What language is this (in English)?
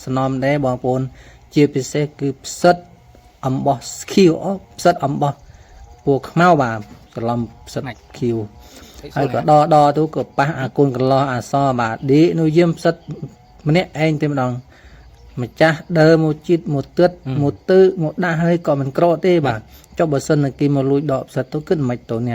Khmer